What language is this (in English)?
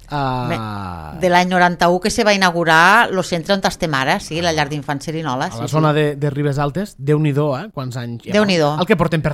Catalan